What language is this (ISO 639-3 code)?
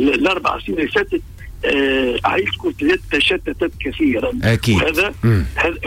aeb